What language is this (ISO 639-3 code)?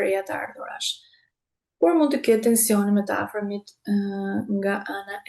sqi